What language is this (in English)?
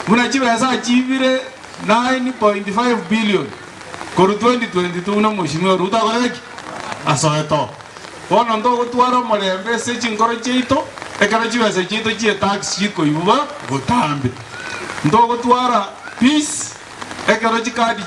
Gusii